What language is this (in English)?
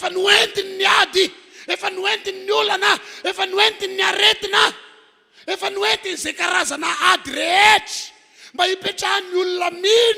Malagasy